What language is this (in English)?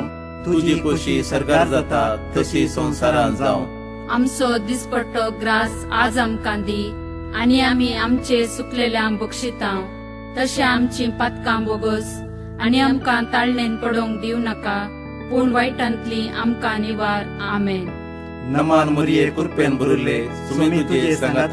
Konkani